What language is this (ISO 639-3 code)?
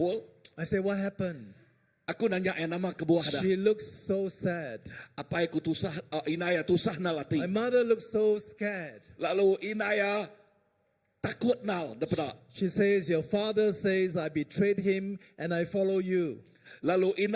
iba